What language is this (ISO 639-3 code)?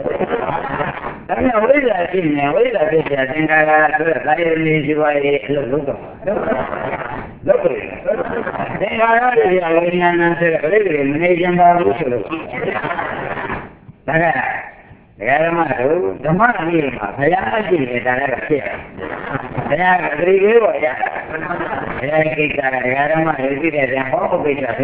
mya